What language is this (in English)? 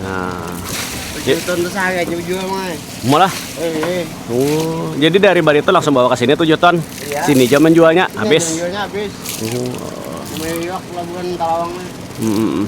Banjar